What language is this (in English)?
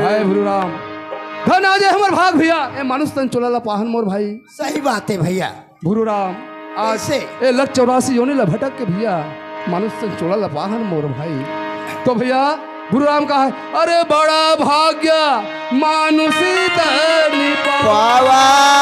Chhattisgarhi